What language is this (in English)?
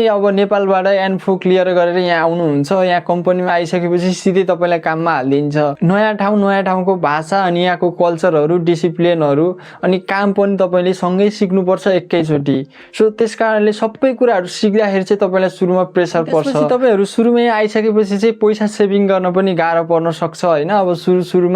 Nepali